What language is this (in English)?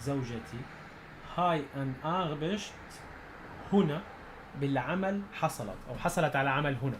North Levantine Arabic